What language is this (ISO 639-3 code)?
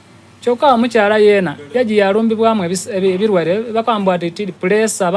xog